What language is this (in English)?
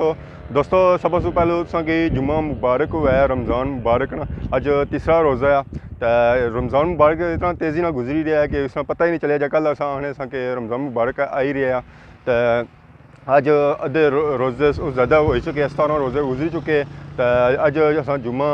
Pahari-Potwari